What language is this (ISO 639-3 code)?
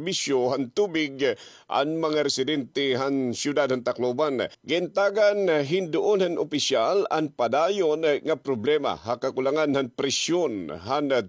war